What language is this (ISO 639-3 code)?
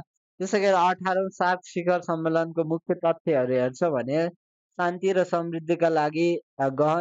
nep